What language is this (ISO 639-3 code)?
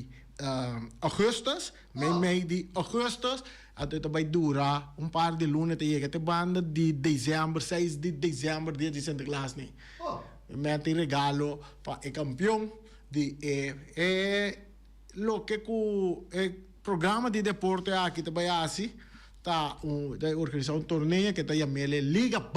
pap